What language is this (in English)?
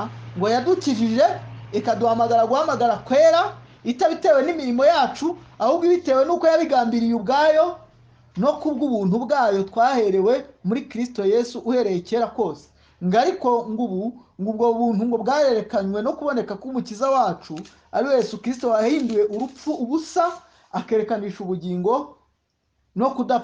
Kinyarwanda